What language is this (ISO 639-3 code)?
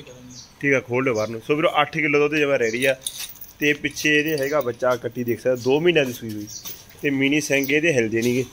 pan